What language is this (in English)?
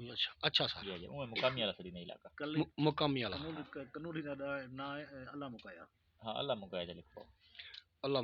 Saraiki